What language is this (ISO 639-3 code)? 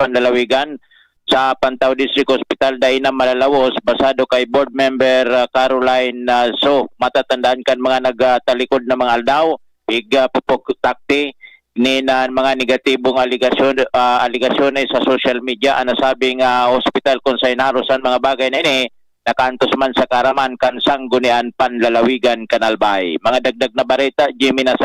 bik